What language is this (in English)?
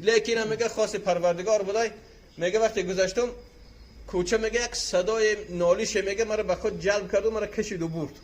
Tajik